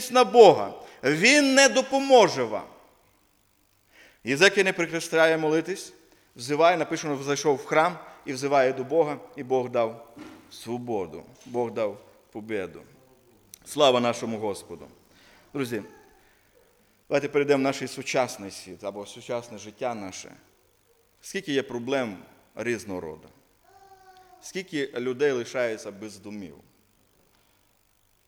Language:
Ukrainian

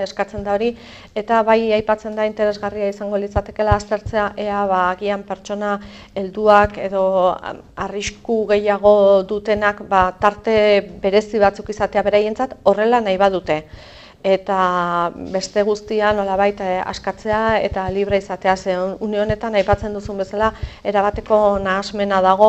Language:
Basque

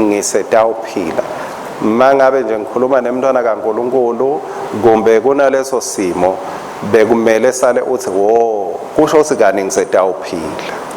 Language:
Swati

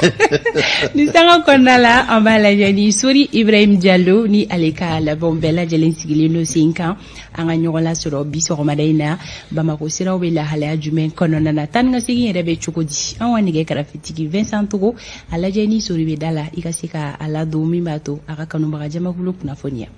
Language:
Bambara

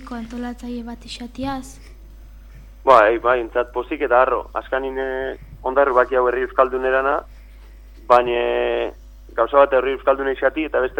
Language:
Basque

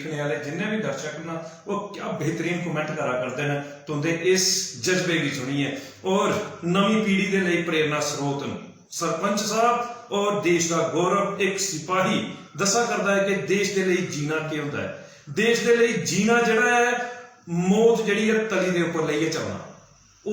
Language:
Dogri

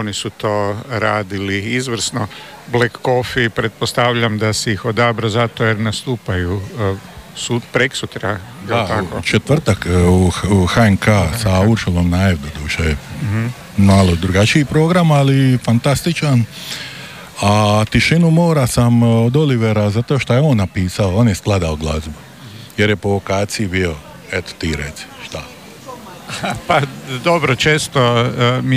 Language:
Croatian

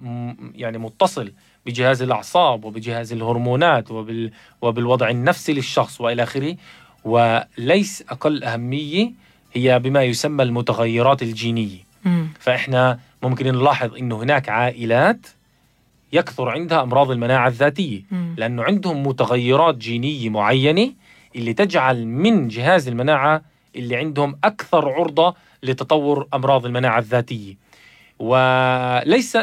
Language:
North Levantine Arabic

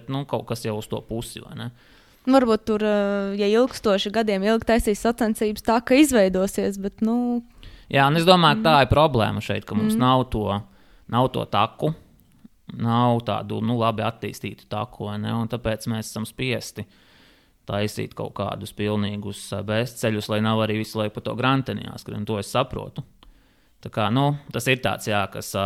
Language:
Latvian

